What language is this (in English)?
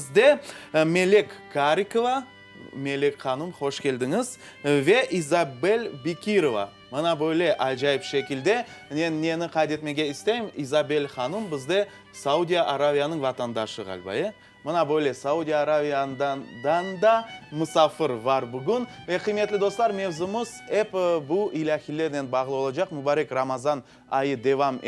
Crimean Tatar